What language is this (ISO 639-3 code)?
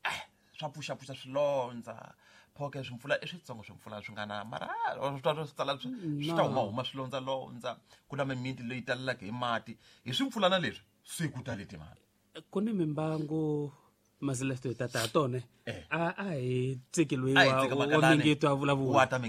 tso